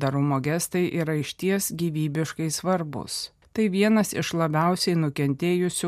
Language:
Lithuanian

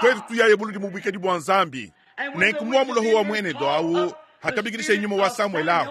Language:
Luba-Lulua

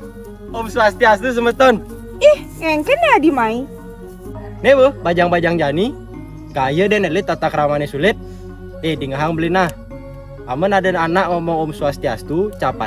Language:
Balinese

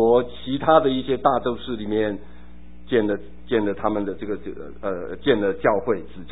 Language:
Chinese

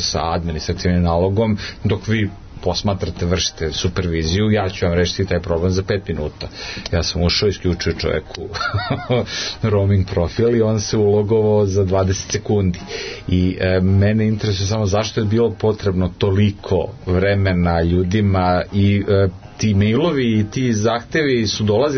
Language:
Serbian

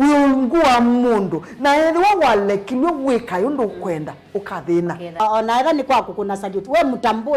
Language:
Kamba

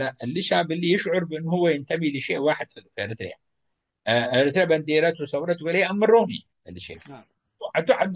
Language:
Tigre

